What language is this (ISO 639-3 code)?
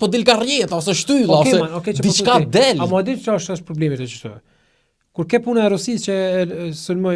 sqi